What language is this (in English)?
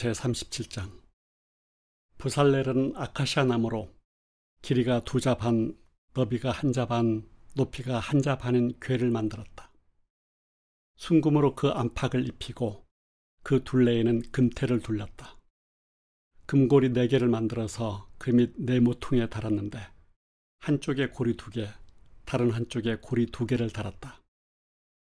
Korean